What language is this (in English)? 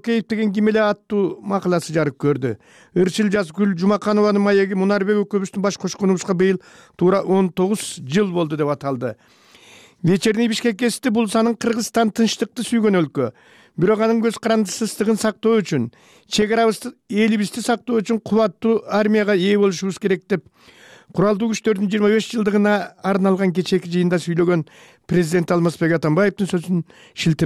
Kyrgyz